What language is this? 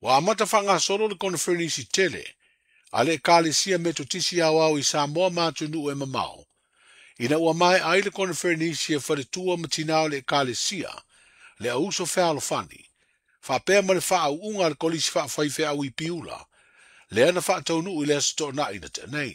Samoan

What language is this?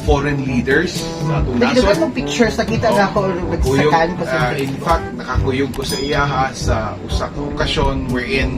Cebuano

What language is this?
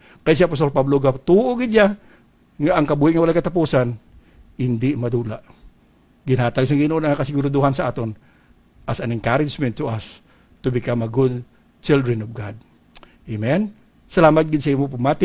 Hiligaynon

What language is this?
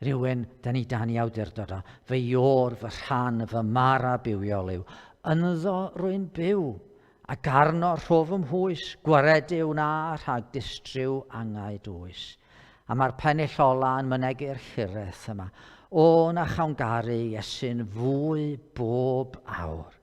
Welsh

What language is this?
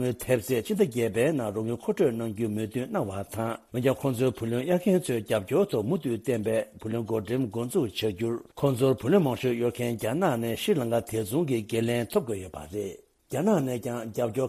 Tibetan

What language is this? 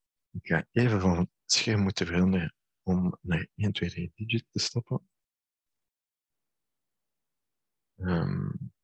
Dutch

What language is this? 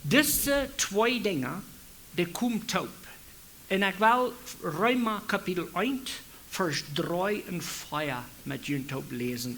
Plautdietsch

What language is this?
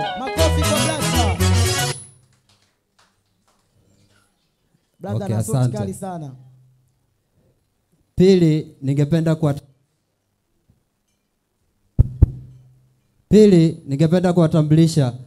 Swahili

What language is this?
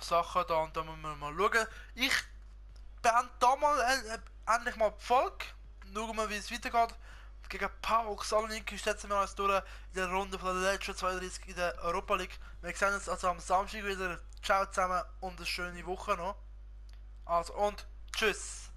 Swiss German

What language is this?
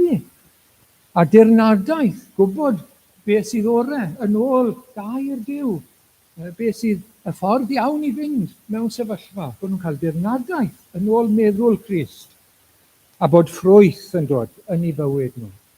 Welsh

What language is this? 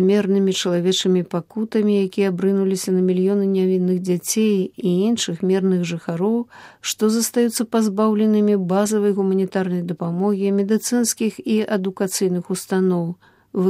Belarusian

